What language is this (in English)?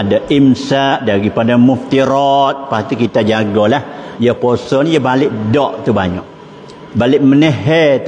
Malay